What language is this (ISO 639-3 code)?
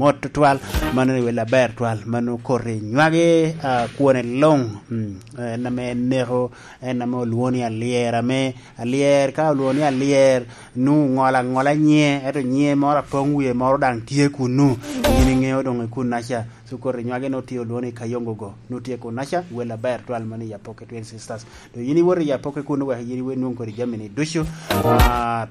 laj